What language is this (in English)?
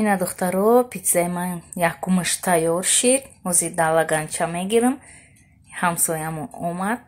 Tajik